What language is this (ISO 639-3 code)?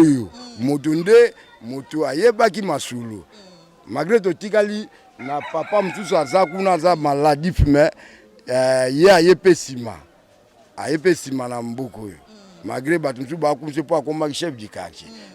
lin